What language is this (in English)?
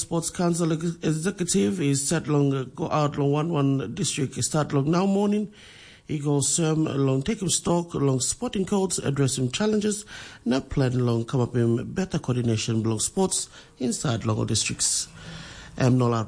Tok Pisin